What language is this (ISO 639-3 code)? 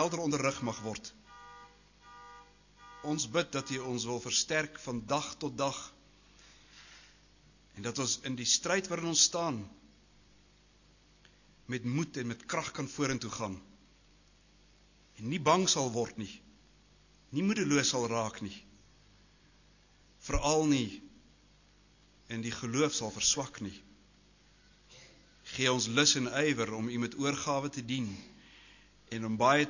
afr